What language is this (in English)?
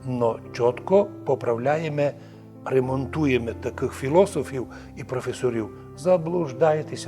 Rusyn